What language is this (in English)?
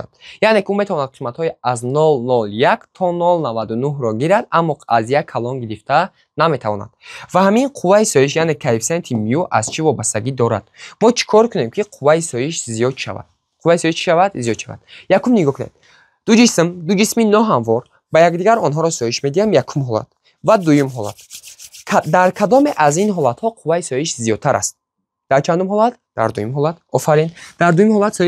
Tajik